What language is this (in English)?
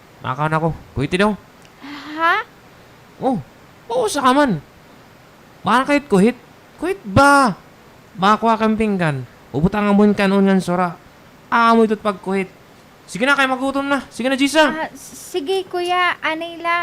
Waray